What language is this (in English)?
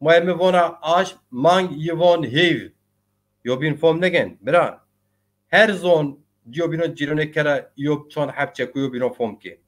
Zaza